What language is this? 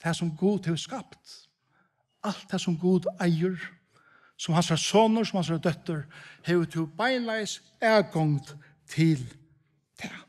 Faroese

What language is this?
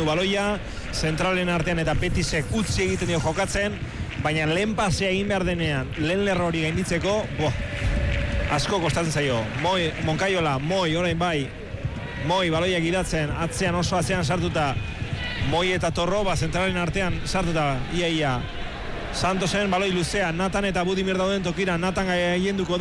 Basque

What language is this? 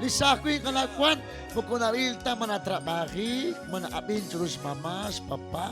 Kekchí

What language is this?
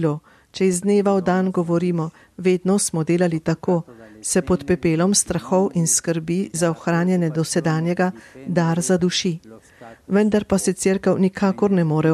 Slovenian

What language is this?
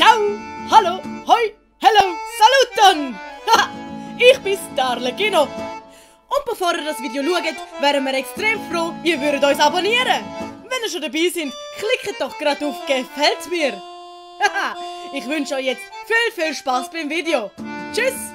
Swiss German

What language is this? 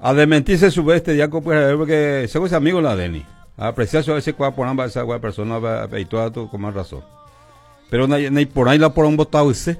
Guarani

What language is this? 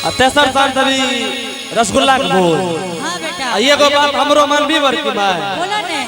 Angika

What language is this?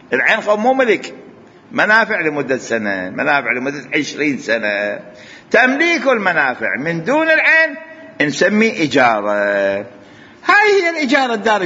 Mesopotamian Arabic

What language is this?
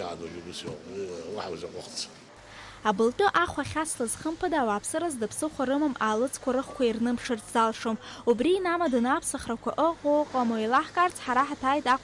Abkhazian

